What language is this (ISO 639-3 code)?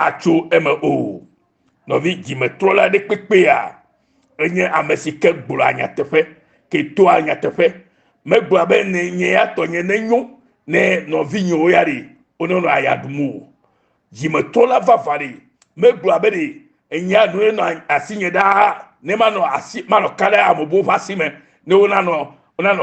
ewe